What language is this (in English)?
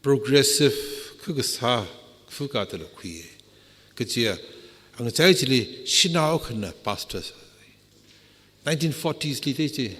Tangkhul Naga (India)